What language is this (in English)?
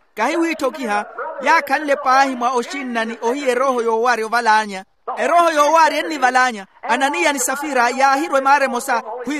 Makhuwa